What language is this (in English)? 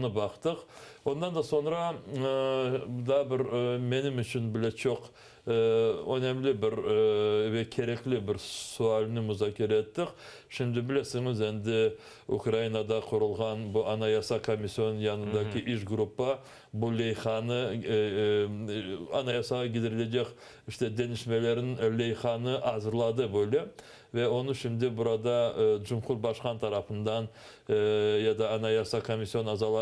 Crimean Tatar